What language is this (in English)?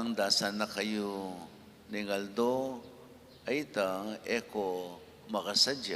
Pampanga